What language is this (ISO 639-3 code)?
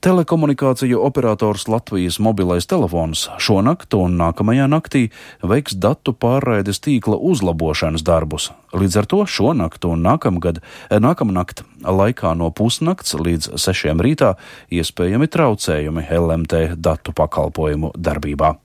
lav